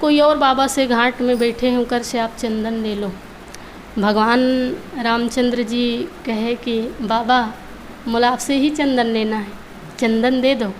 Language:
Chhattisgarhi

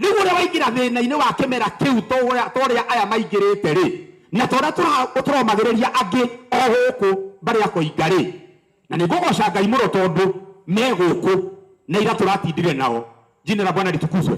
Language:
Kikuyu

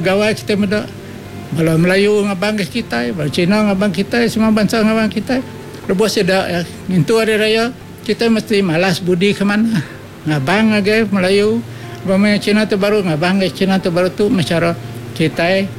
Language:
Iban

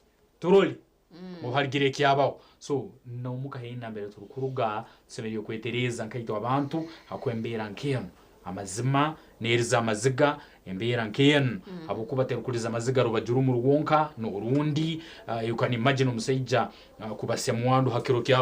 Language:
Nyankole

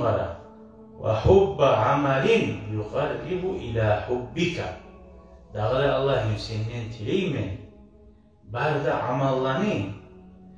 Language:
Kumyk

